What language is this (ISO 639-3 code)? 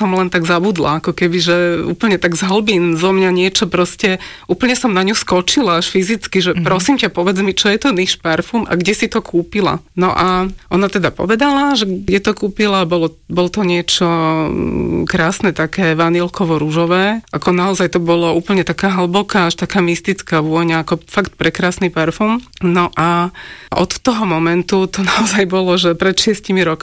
slk